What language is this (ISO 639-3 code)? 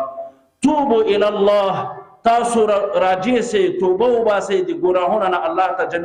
pus